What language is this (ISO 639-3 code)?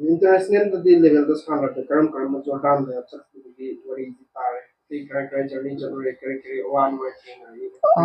mni